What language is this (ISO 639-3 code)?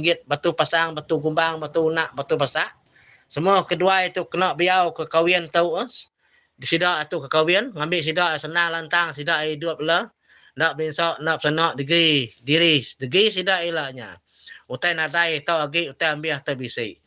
iba